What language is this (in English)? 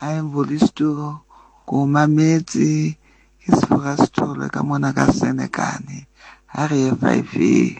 Southern Sotho